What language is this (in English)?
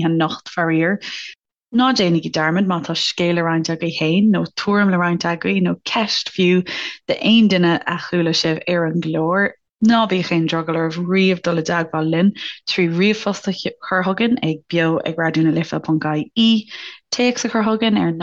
Irish